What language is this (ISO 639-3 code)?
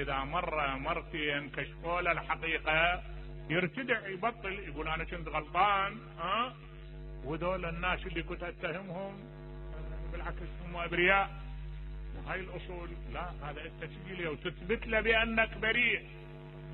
acm